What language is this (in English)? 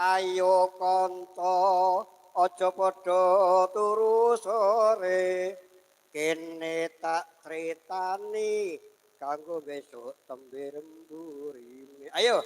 Javanese